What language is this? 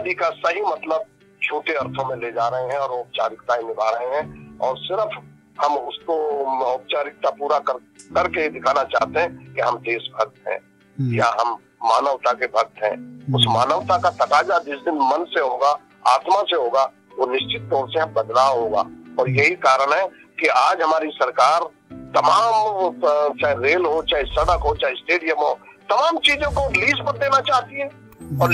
Hindi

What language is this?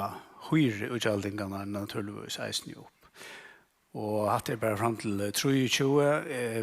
Faroese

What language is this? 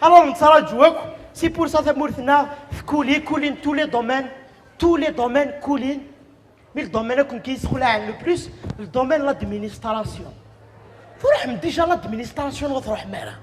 Kabyle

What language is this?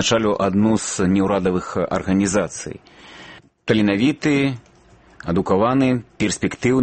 Belarusian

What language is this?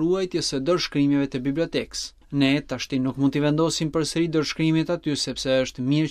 Albanian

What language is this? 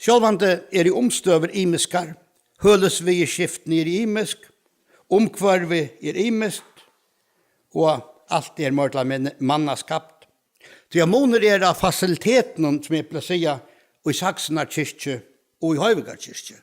Faroese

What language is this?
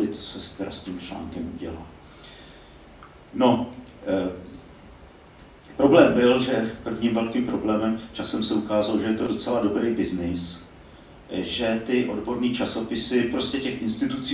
Czech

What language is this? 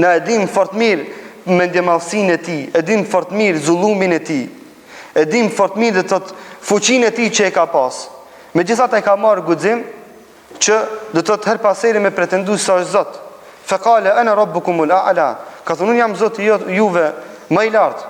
Albanian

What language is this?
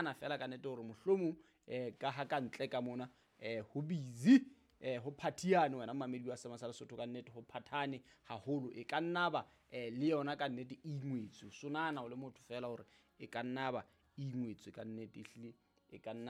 Southern Sotho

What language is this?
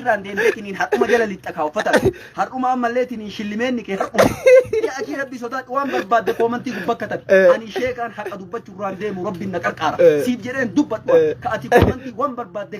Oromo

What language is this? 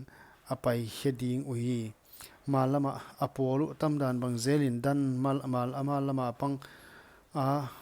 Paite Chin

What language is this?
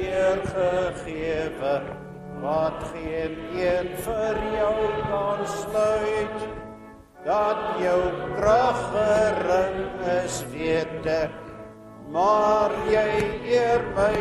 Afrikaans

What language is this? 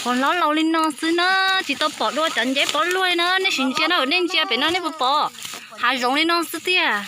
Hmong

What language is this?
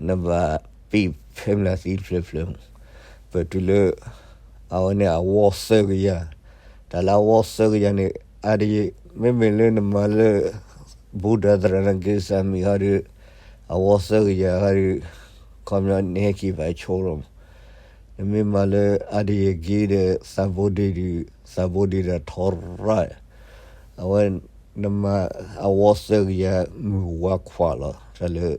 S'gaw Karen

